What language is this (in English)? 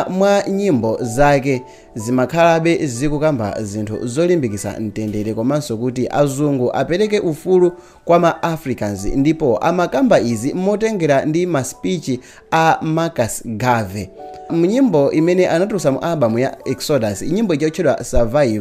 Nyanja